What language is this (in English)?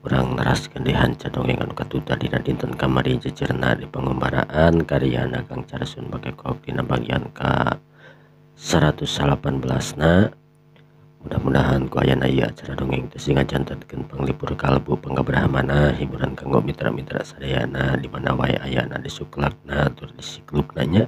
Sundanese